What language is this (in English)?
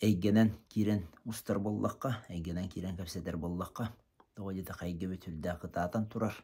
Yakut